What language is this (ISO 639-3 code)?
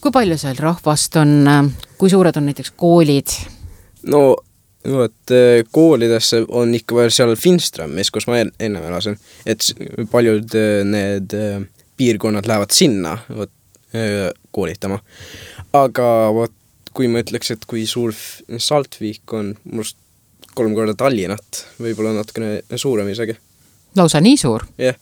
est